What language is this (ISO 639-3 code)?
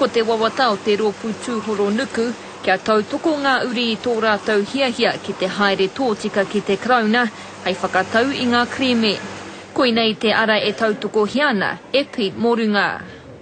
mri